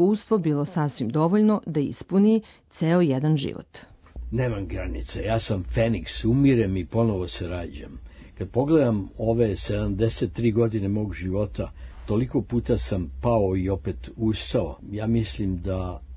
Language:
Serbian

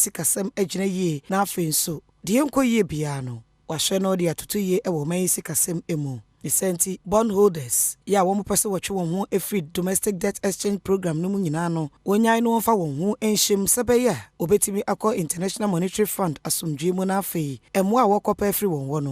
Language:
Akan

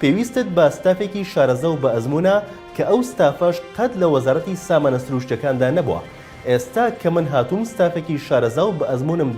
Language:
Central Kurdish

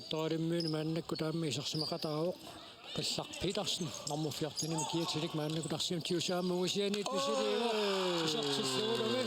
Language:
Kalaallisut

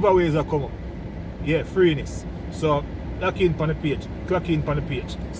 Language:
Jamaican Creole English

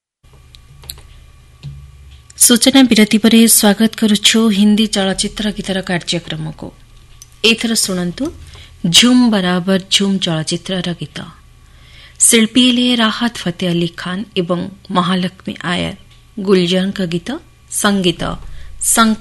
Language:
Odia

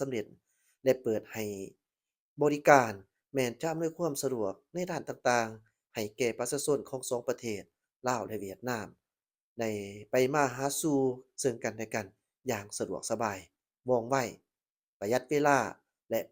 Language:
Lao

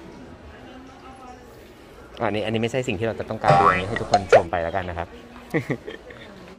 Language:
Thai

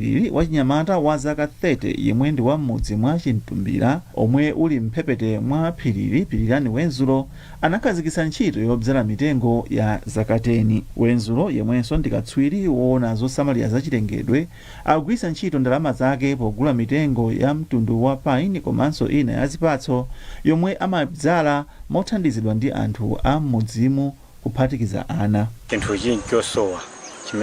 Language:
Nyanja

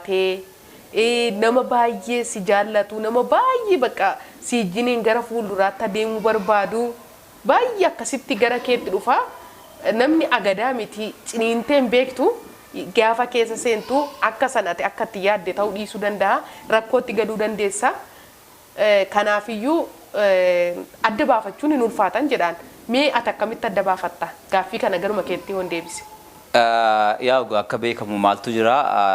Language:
Oromo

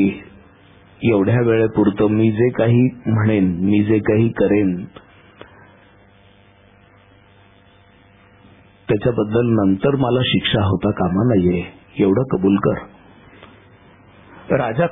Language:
Marathi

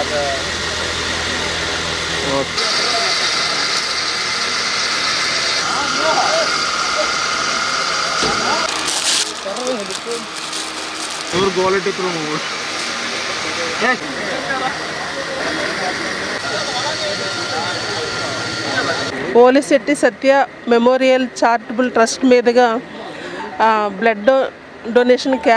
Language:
Telugu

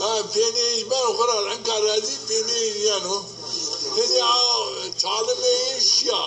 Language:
Zaza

